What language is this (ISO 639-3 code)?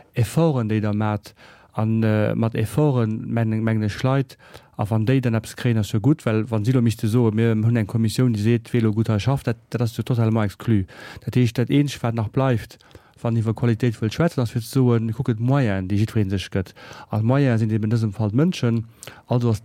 ltz